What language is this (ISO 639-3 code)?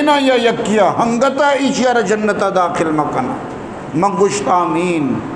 bgp